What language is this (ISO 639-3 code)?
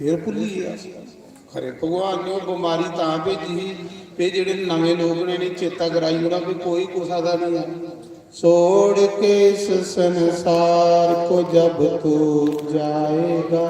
doi